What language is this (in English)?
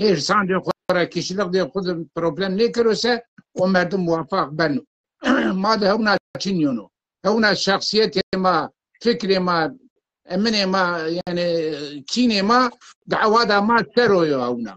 Zaza